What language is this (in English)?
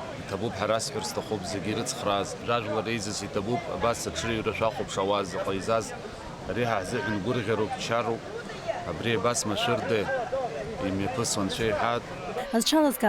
Abkhazian